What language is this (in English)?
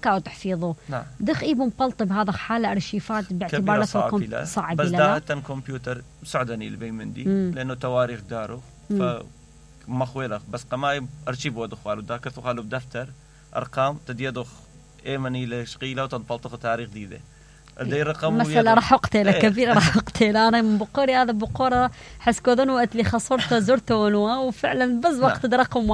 Mesopotamian Arabic